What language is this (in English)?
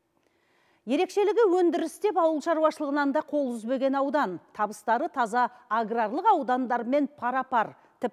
Kazakh